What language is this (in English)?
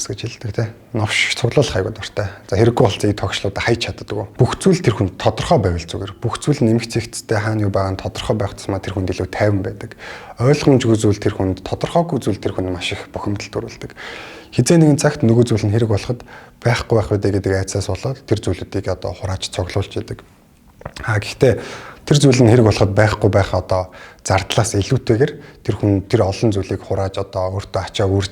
Mongolian